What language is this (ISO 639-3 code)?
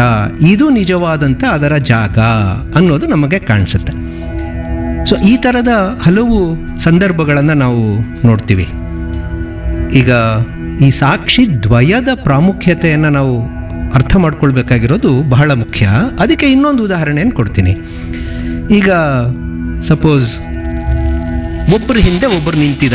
kan